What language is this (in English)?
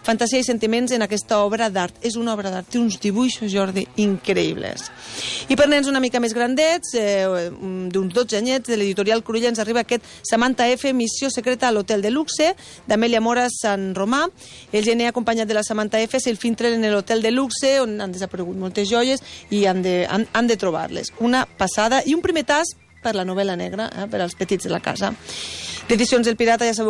Catalan